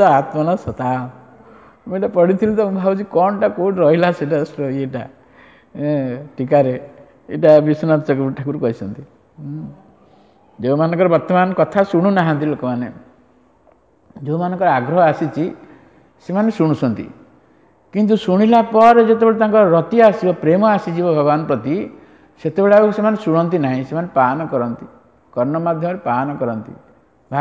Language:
Odia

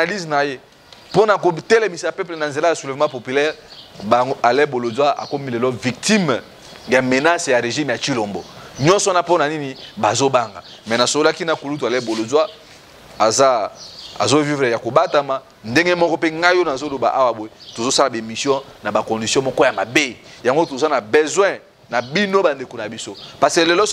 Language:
Lingala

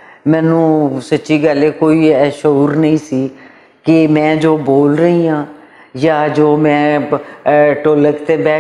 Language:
Western Panjabi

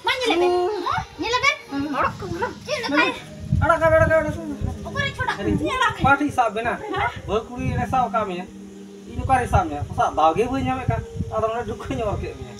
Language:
Santali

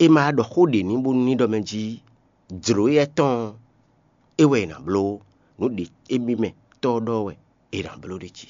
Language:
Fon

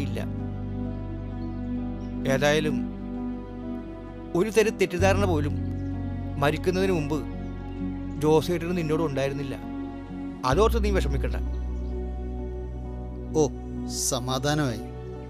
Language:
Malayalam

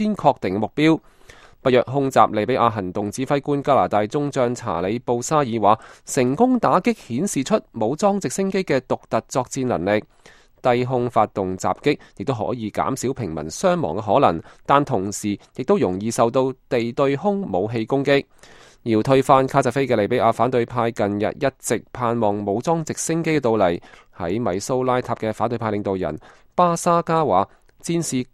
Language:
Cantonese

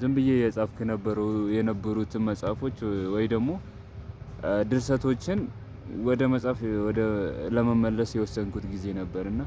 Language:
Amharic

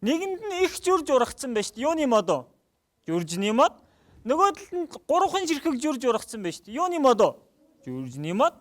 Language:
Mongolian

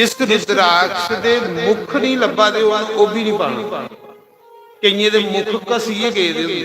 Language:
Dogri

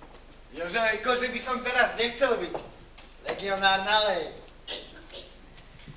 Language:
Slovak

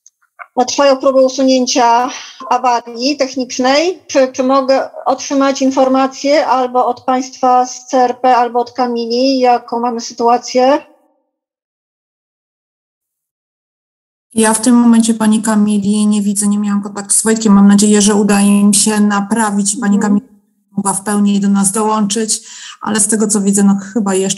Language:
Polish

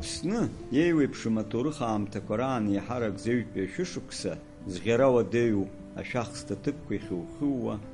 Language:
Abkhazian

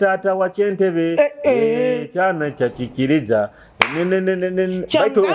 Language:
Nyoro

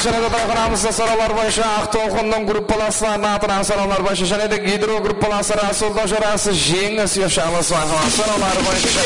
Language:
Kara-Kalpak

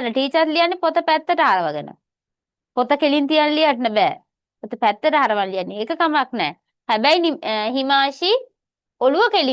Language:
Sinhala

